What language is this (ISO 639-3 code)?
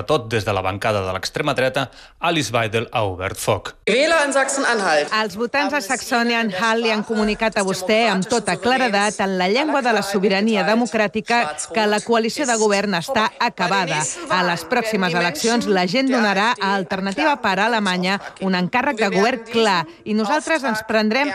cat